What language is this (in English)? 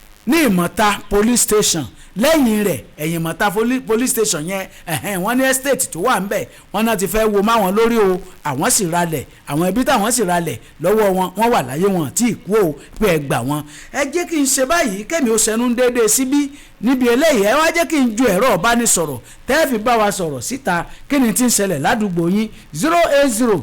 Yoruba